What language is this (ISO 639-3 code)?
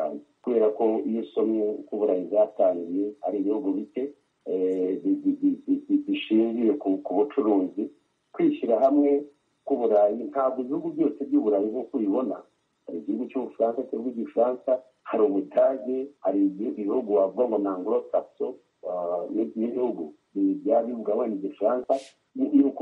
kin